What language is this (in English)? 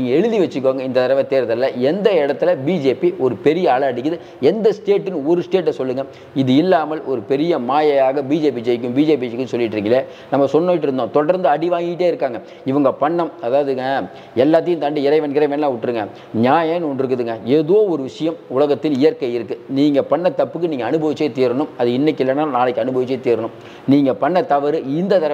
Tamil